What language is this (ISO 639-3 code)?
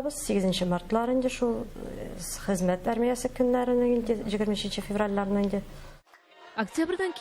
tat